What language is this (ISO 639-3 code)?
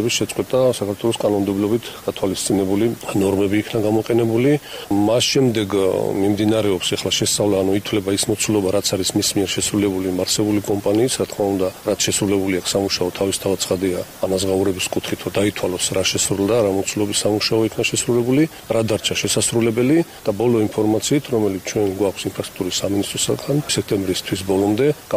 kat